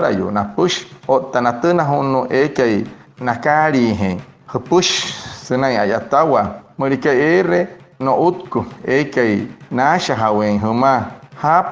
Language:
Wayuu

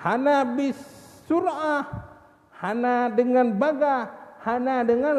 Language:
Achinese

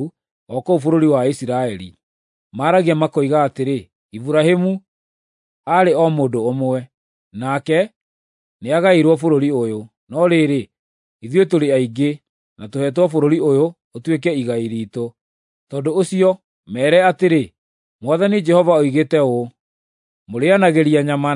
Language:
Kikuyu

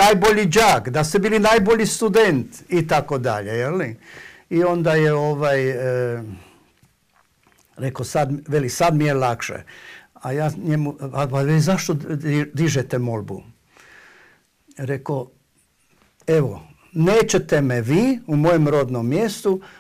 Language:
Croatian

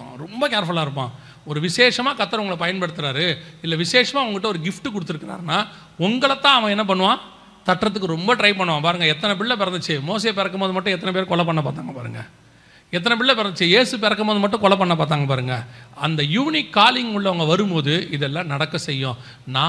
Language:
Tamil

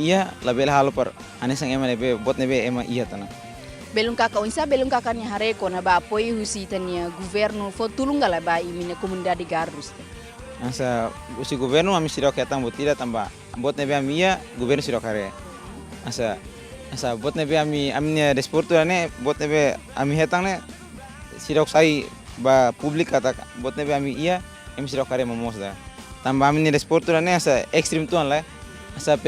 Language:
Tetum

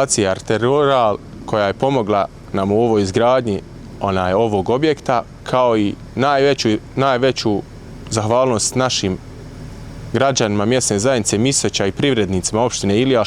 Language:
Bosnian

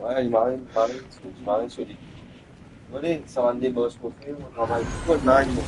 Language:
Morisyen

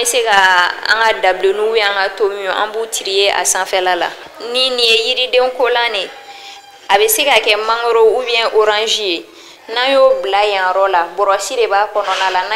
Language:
Bambara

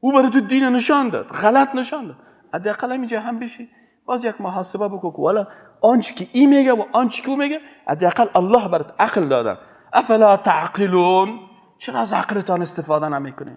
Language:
Persian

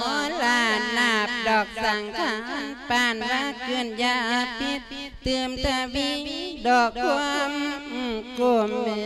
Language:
Lao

